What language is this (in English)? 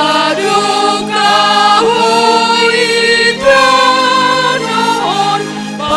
Batak Simalungun